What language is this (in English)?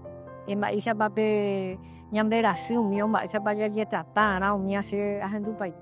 Guarani